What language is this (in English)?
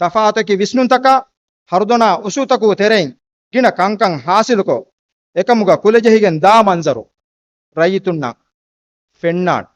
Divehi